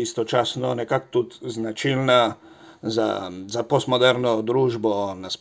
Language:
Slovenian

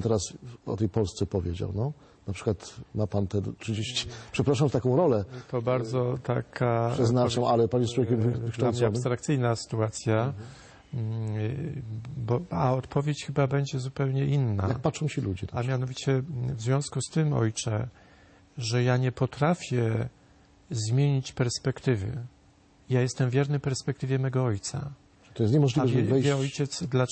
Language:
Polish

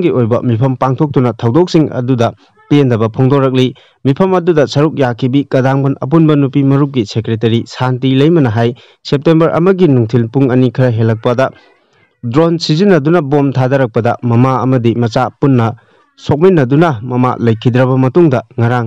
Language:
Manipuri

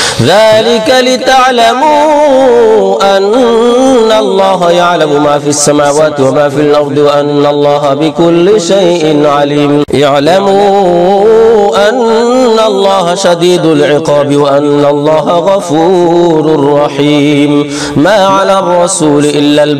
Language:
Arabic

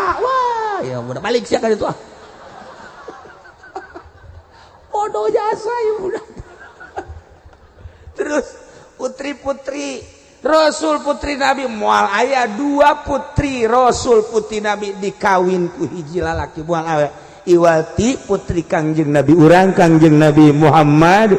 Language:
Sundanese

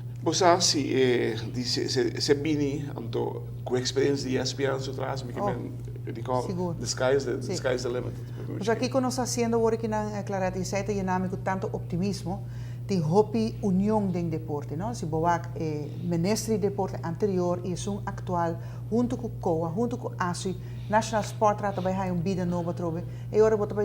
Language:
Papiamento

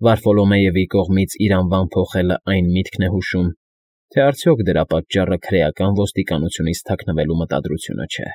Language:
Armenian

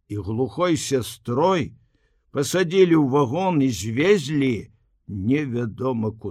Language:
Belarusian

